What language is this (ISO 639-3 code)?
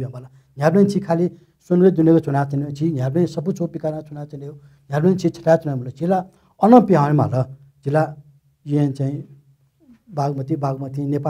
new